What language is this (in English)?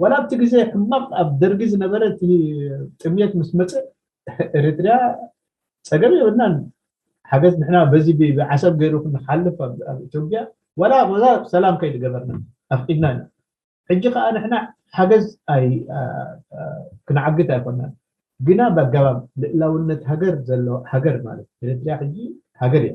Tigrinya